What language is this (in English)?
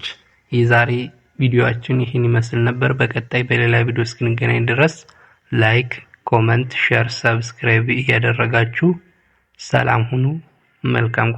Amharic